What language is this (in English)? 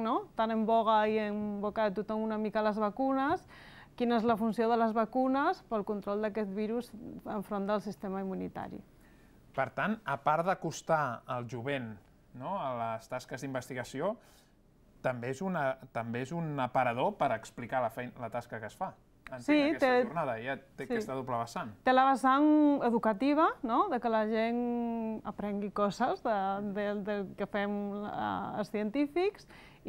Catalan